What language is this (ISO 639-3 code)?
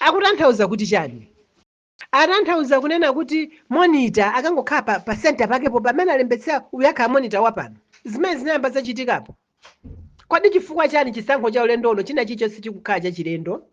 nya